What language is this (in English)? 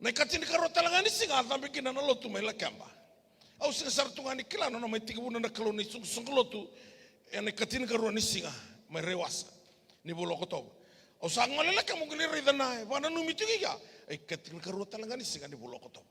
Fijian